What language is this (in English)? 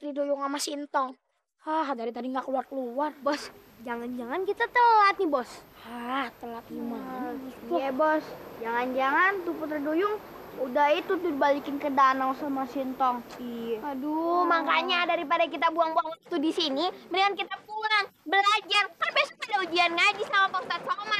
Betawi